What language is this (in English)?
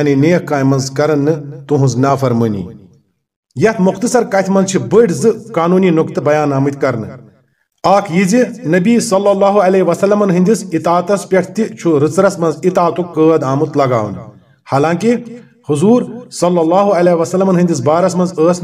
Kashmiri